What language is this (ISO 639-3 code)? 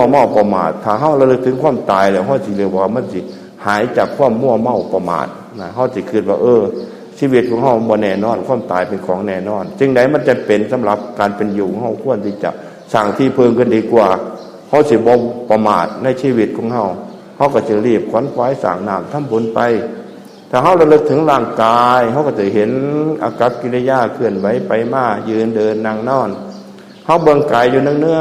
tts